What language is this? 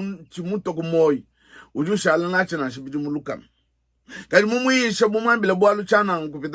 Luba-Lulua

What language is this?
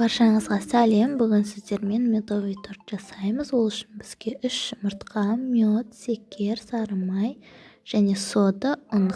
Kazakh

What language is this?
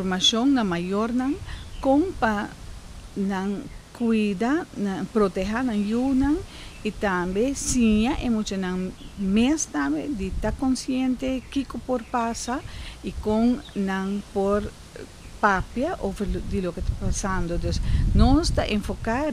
Papiamento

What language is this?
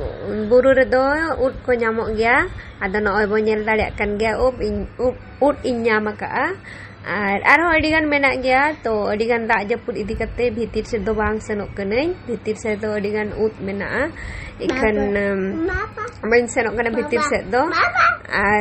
Santali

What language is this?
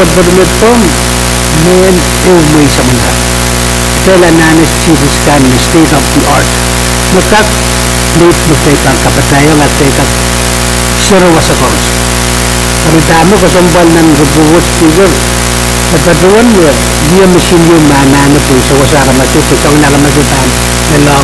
Pohnpeian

